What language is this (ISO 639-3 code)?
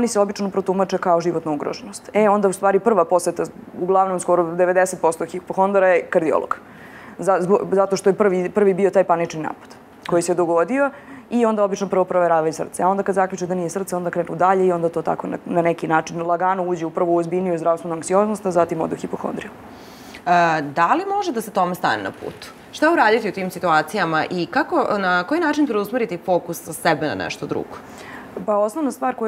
srp